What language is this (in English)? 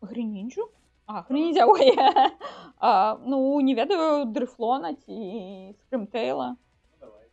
Belarusian